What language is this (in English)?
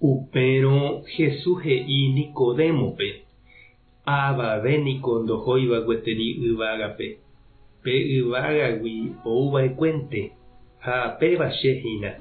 Guarani